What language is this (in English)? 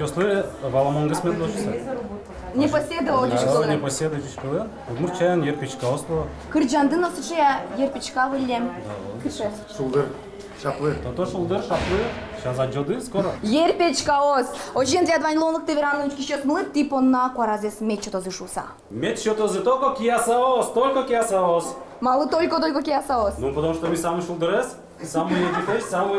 Udmurt